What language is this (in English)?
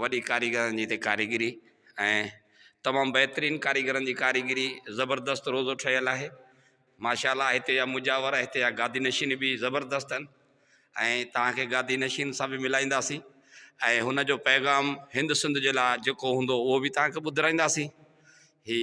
Sindhi